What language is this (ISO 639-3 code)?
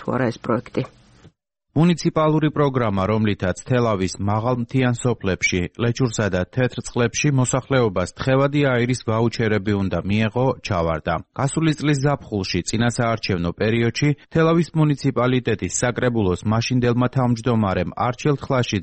kat